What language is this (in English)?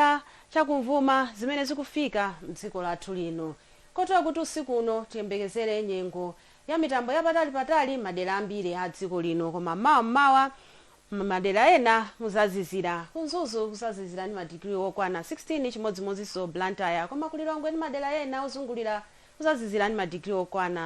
Nyanja